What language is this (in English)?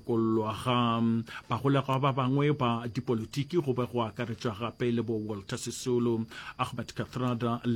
Northern Sotho